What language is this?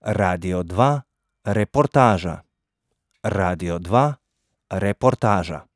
Slovenian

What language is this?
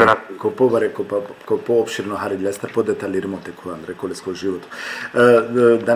Balkan Romani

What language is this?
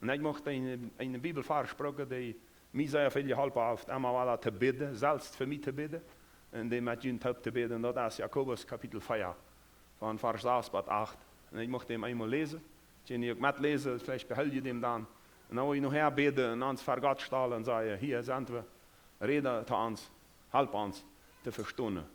Plautdietsch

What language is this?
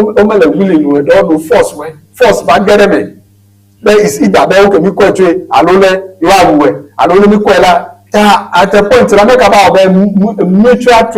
Ewe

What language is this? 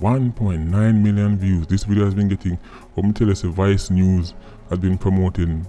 Jamaican Creole English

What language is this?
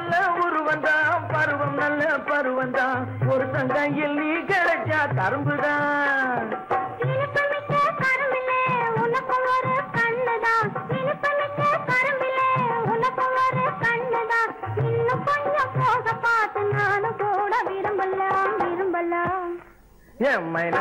Tamil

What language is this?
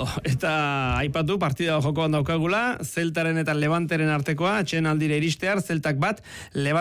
Basque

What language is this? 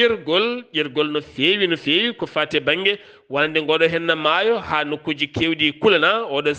Fula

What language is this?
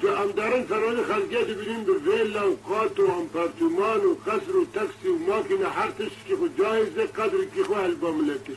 Kurdish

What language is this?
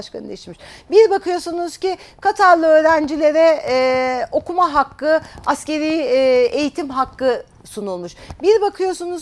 Turkish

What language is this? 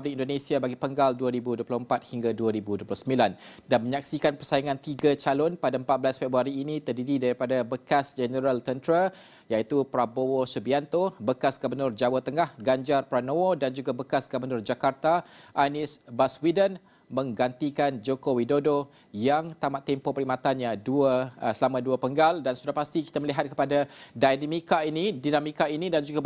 Malay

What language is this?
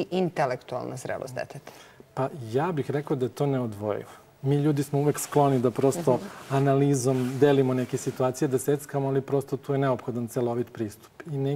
Serbian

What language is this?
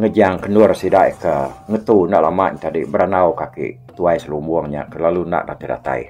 Iban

